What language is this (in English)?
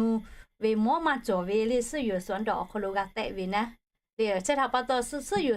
Lahu